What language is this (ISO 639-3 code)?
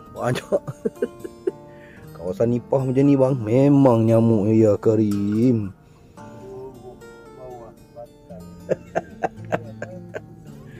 msa